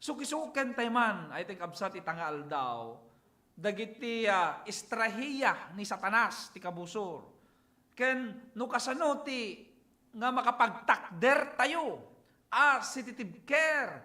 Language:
Iloko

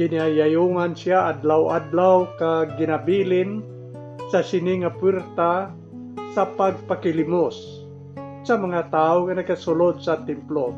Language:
Hiligaynon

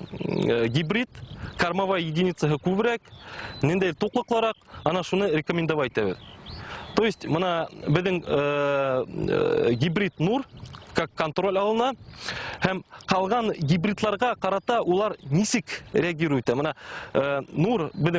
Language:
Bashkir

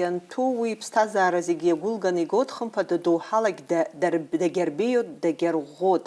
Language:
Abkhazian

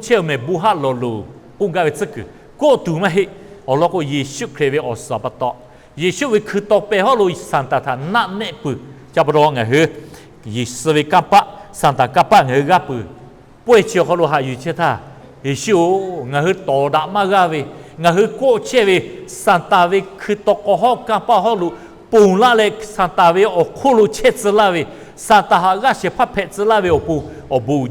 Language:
Lahu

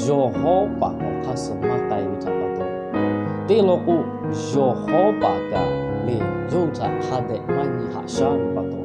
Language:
Lahu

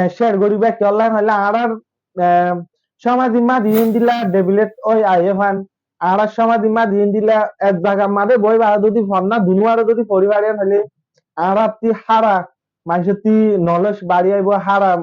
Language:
Rohingya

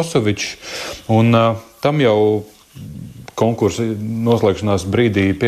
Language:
Latvian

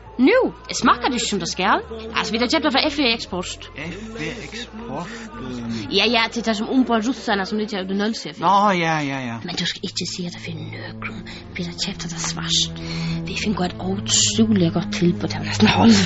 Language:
Faroese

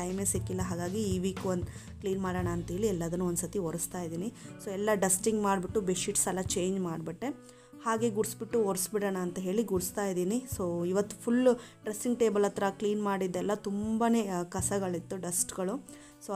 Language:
Kannada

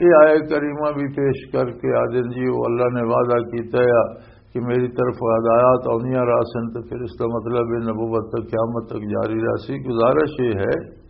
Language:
Western Panjabi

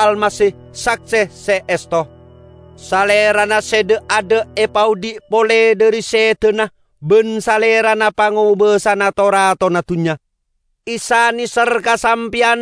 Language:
Madurese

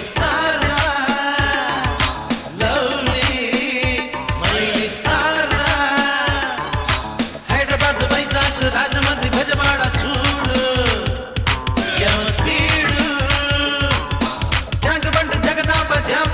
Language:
Telugu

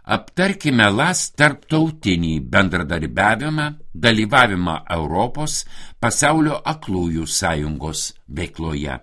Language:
Lithuanian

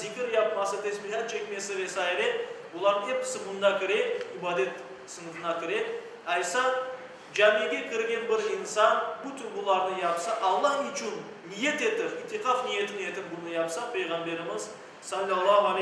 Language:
Crimean Tatar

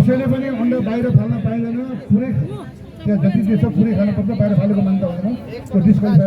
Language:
Nepali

